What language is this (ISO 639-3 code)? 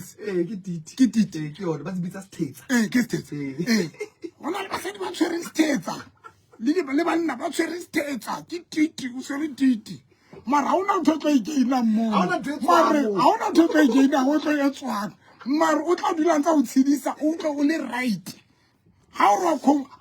sot